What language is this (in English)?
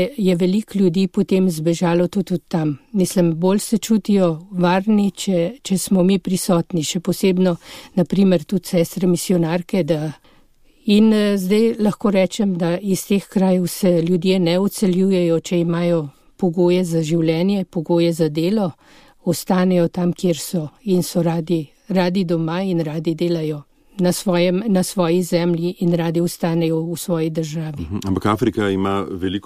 Slovenian